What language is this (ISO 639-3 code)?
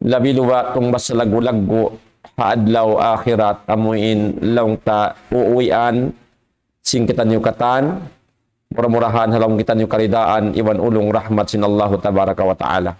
tsg